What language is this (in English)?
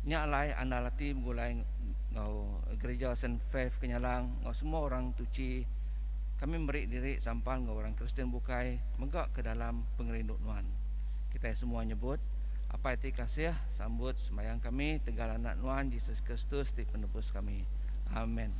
Iban